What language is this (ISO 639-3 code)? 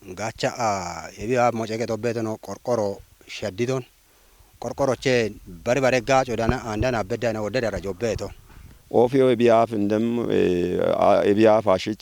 kbr